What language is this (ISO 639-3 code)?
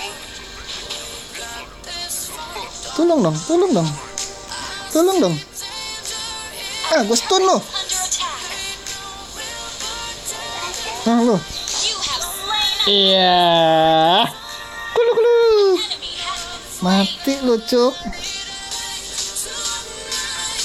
ind